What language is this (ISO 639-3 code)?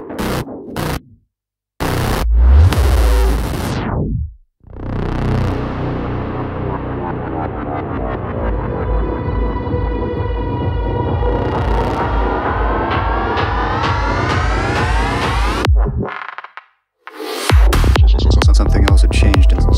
eng